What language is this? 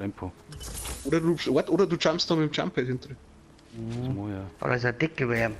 Bavarian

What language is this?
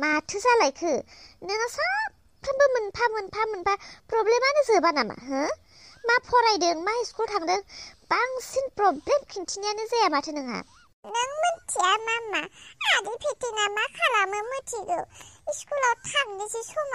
Bodo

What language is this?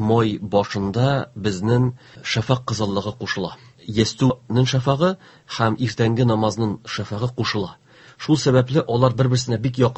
Tatar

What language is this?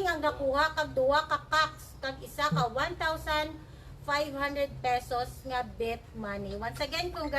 Hiligaynon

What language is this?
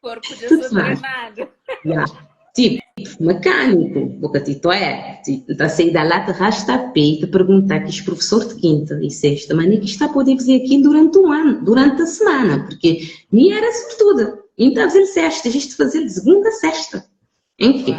Kabuverdianu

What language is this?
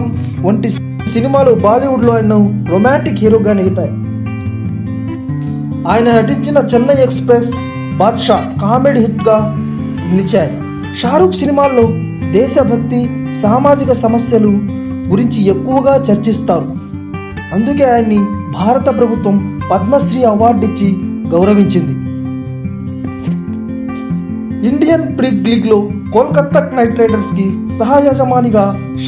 Telugu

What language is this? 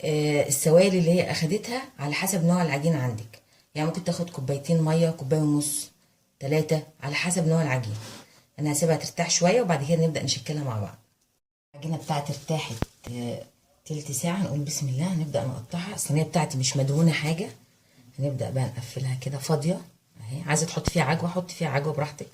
Egyptian Arabic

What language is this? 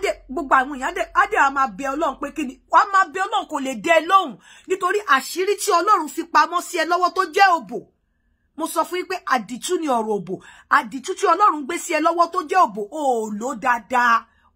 Yoruba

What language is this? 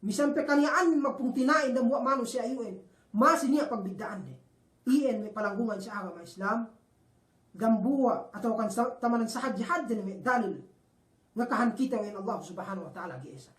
Yakan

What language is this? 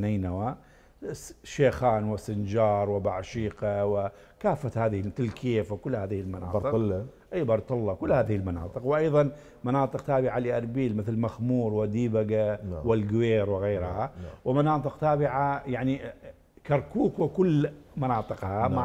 Mesopotamian Arabic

